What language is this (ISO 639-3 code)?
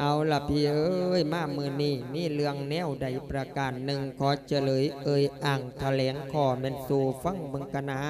lao